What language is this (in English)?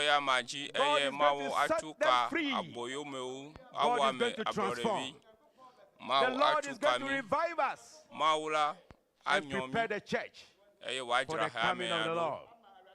Ewe